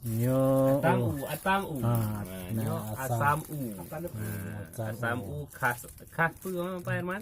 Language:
Achinese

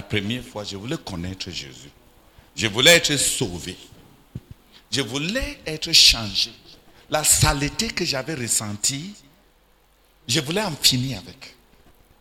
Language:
French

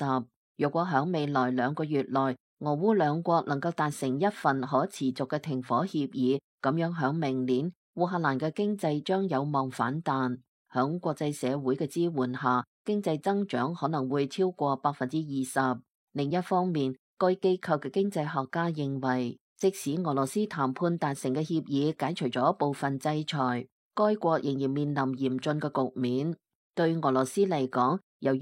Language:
Cantonese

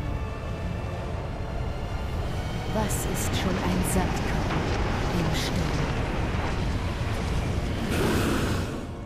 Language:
German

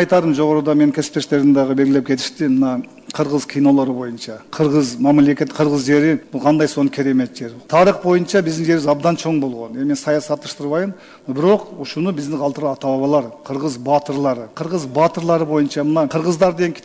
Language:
Kyrgyz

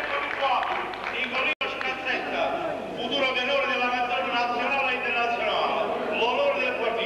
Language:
Neapolitan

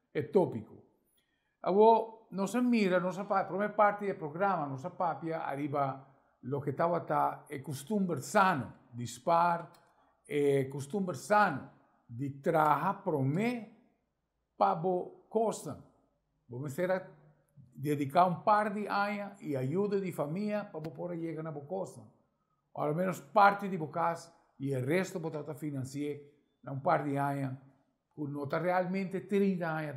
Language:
Papiamento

